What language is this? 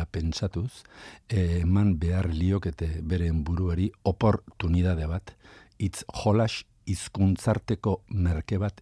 Basque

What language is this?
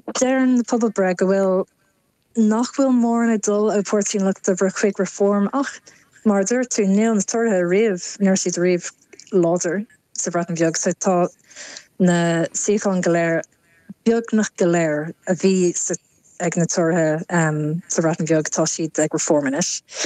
Irish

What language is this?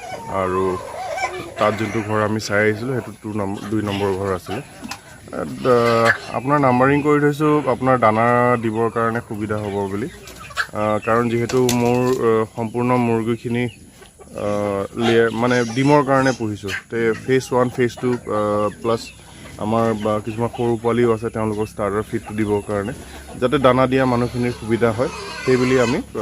Assamese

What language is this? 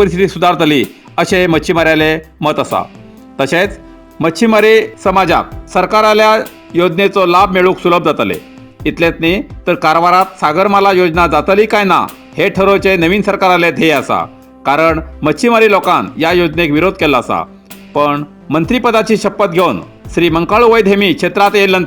Konkani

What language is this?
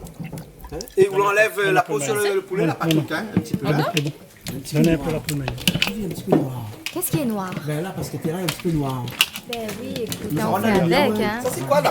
Réunion Creole French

